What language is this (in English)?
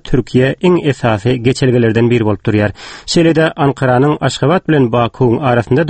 Turkmen